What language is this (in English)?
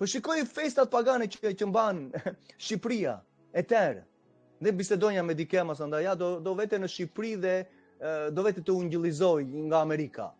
Albanian